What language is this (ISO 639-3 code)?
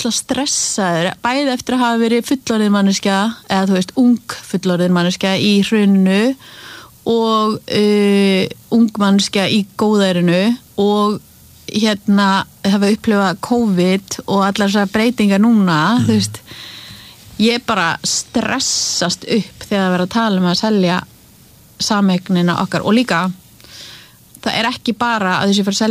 isl